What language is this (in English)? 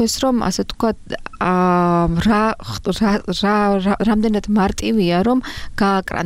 Georgian